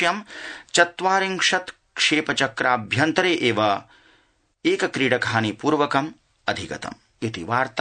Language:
Sanskrit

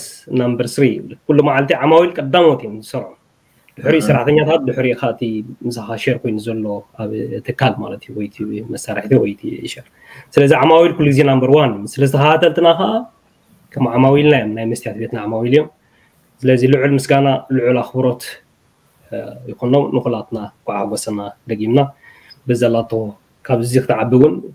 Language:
Tigrinya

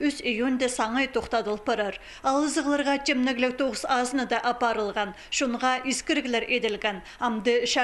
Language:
Khakas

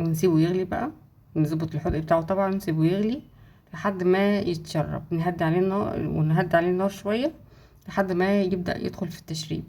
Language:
Egyptian Arabic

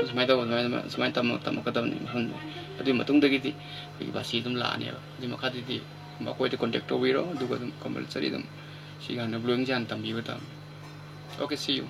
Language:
Manipuri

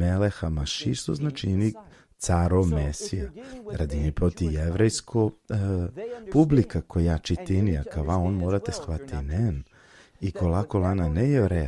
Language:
Balkan Romani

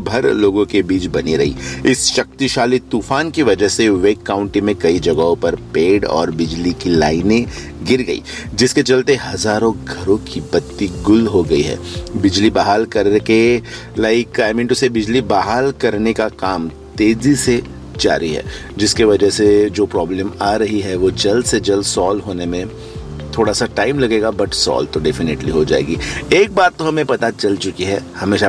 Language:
Hindi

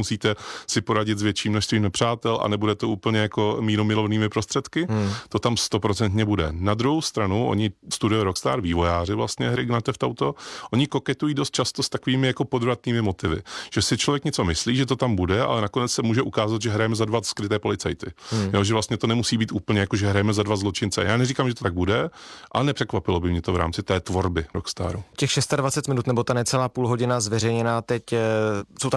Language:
Czech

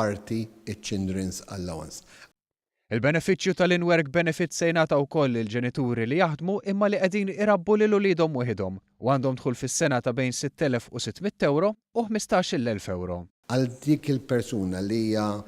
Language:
Maltese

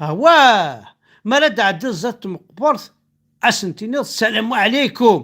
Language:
Kabyle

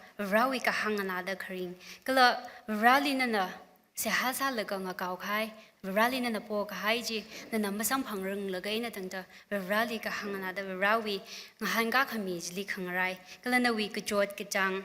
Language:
Tangkhul Naga (India)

